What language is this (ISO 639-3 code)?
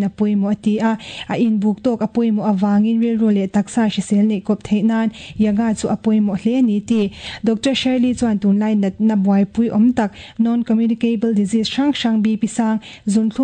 lus